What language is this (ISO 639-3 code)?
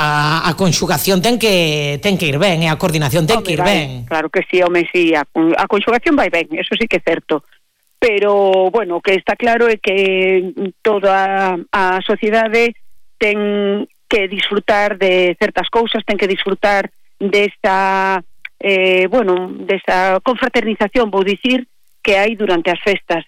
glg